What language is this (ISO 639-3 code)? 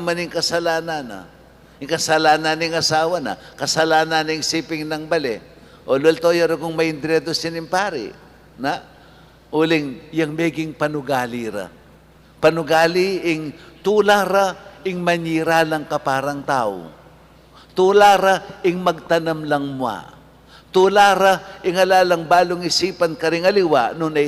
pam